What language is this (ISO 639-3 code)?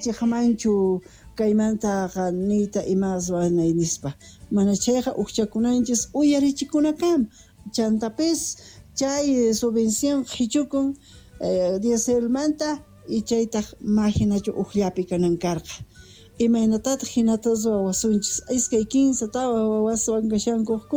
que